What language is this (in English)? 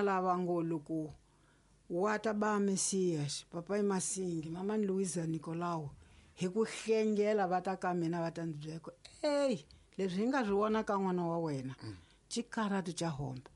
Tsonga